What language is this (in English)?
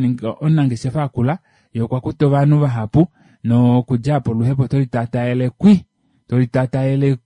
Kuanyama